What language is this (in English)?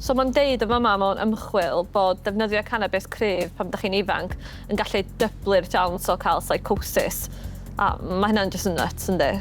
Welsh